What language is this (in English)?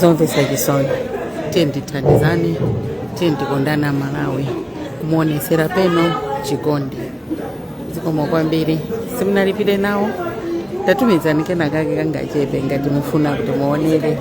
Nyanja